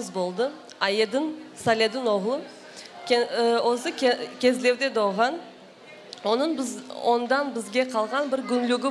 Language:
Crimean Tatar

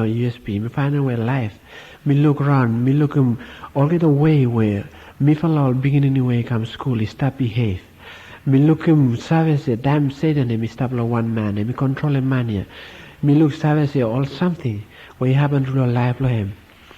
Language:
Bislama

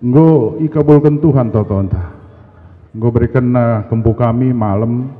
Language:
Batak Karo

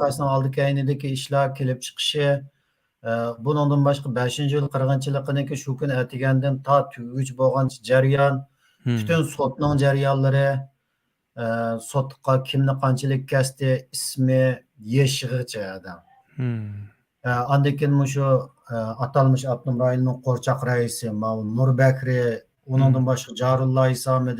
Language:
Uyghur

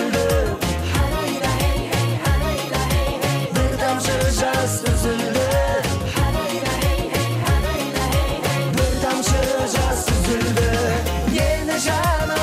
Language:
Kazakh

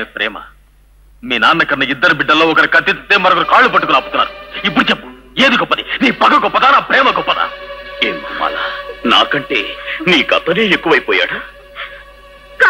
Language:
Telugu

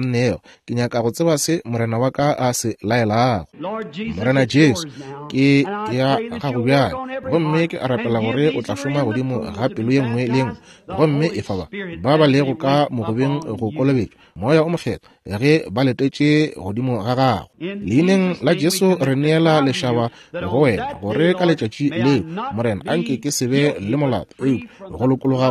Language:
Northern Sotho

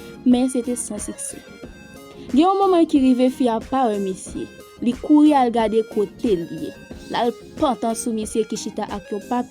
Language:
Haitian Creole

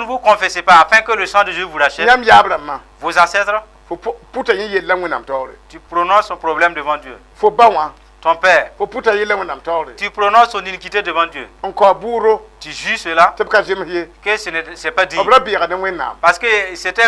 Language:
Mossi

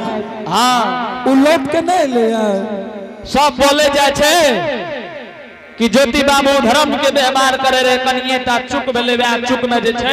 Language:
Angika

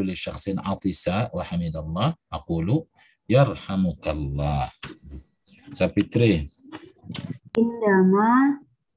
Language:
Indonesian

